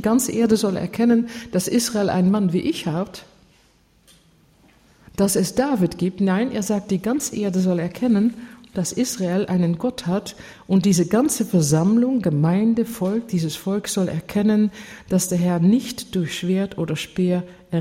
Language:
German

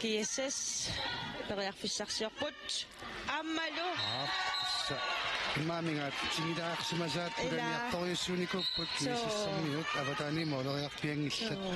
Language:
Kalaallisut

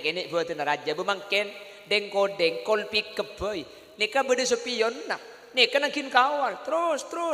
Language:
Madurese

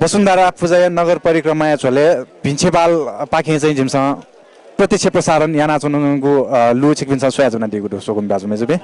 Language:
Newari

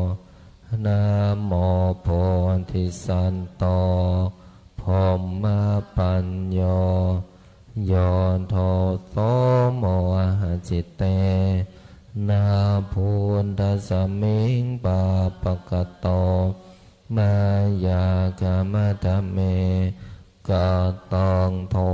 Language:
Pali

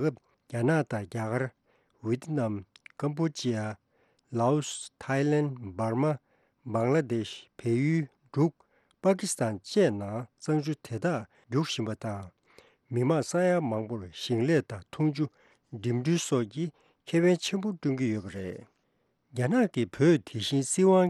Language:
Tibetan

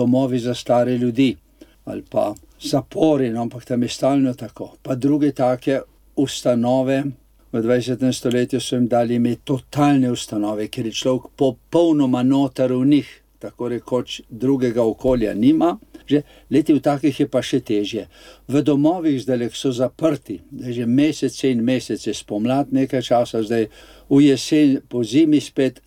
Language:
Slovenian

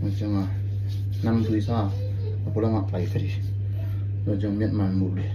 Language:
Tedim Chin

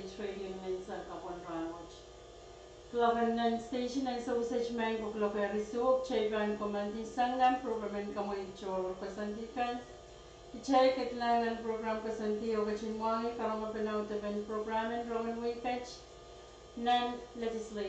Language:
Pohnpeian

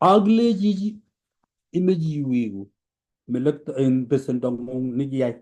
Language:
Kalenjin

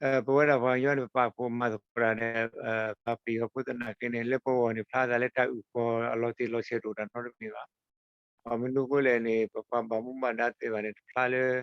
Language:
S'gaw Karen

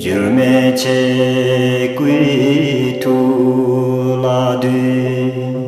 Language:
Tibetan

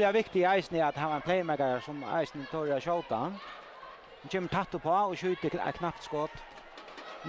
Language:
Faroese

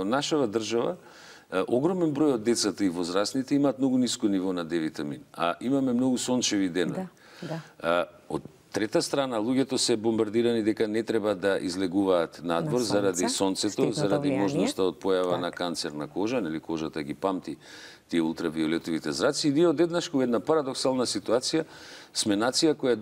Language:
Macedonian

